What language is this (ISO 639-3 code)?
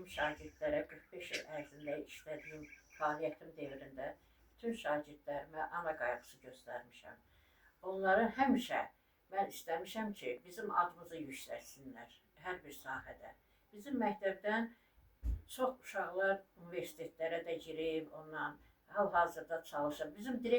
aze